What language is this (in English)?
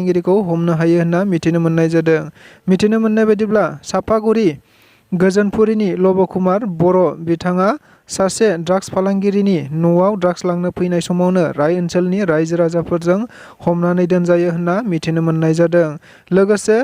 Bodo